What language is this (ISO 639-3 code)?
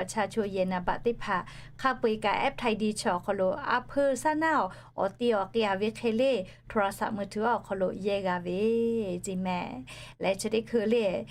lhu